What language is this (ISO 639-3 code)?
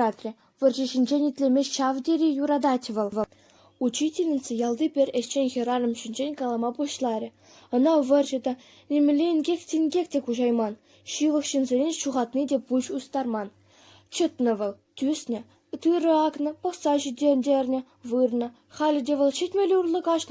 chv